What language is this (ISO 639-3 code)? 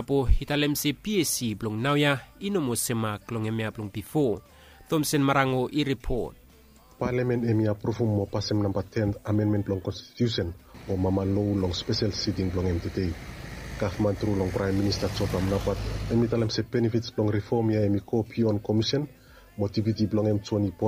bis